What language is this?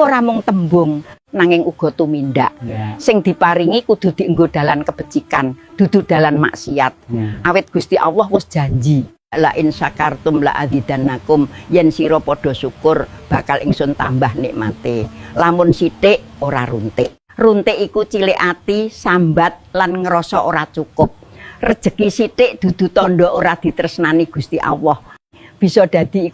Javanese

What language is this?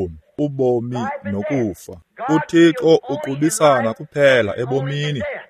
Xhosa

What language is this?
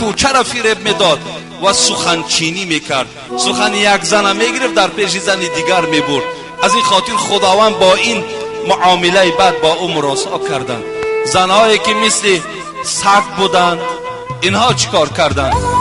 Tajik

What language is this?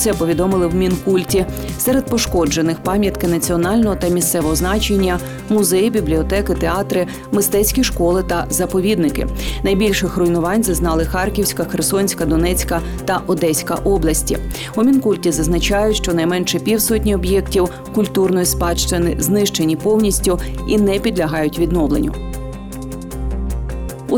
Ukrainian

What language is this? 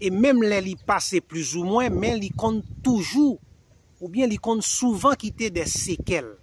Haitian Creole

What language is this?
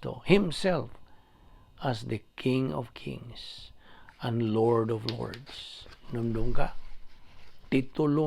Cebuano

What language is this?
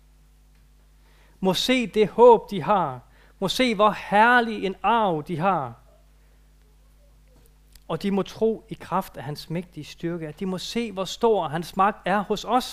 Danish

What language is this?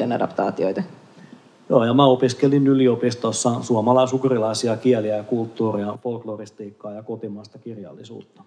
Finnish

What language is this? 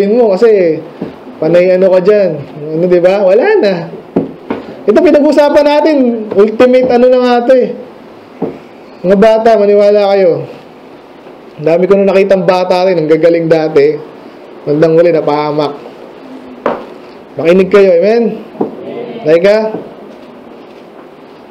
Filipino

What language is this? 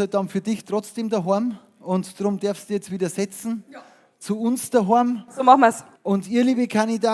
Bavarian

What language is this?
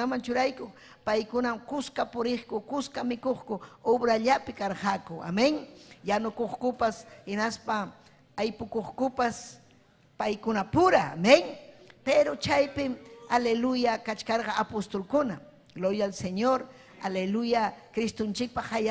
Ayacucho Quechua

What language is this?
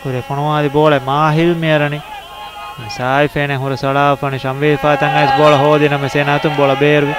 Divehi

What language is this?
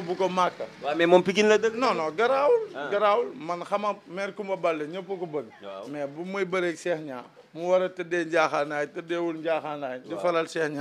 Wolof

